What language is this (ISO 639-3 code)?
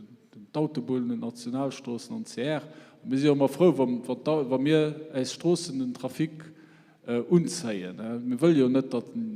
ltz